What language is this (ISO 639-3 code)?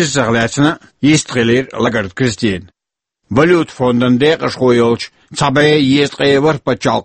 che